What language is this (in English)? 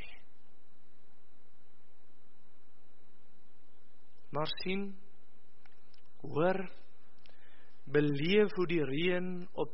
Afrikaans